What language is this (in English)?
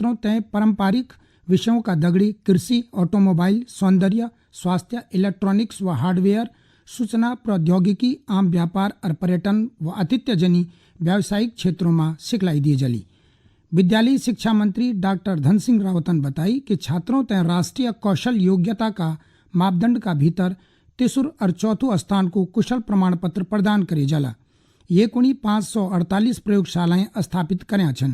Garhwali